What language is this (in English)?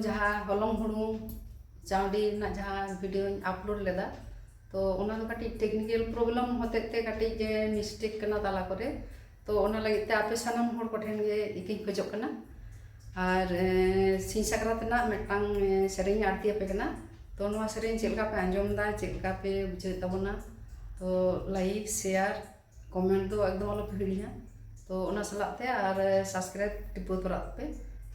Santali